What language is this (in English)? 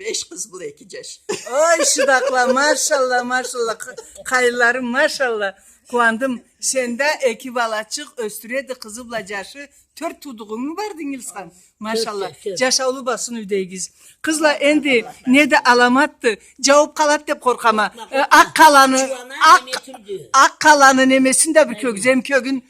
Karachay-Balkar